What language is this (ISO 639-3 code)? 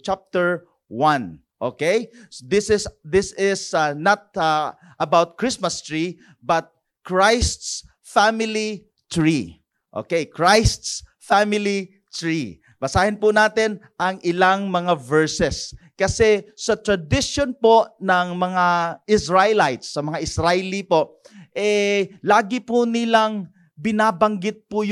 fil